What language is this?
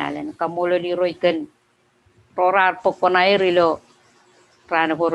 Marshallese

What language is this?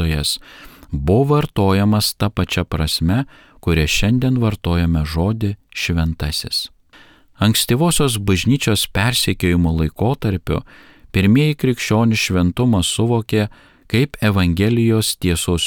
Lithuanian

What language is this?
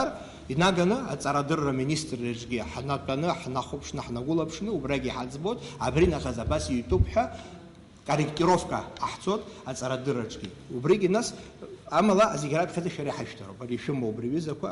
Abkhazian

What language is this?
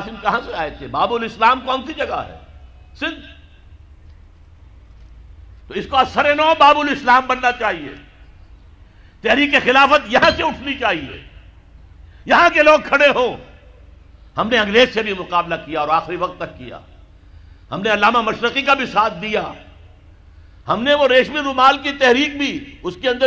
Urdu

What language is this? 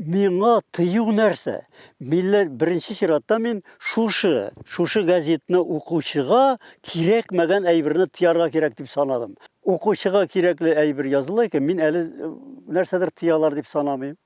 Tatar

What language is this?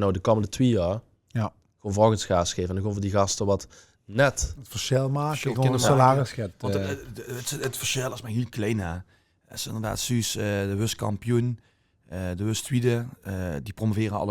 Limburgish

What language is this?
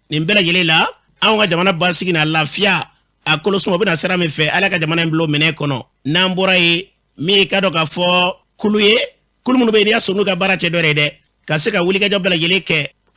Bambara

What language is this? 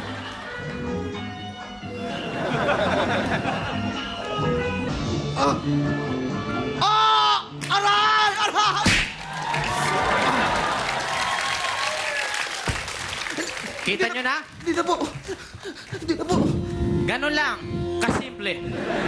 Filipino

